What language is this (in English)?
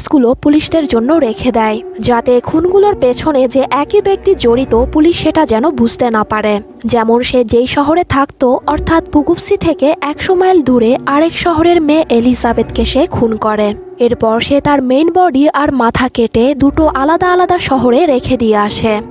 Bangla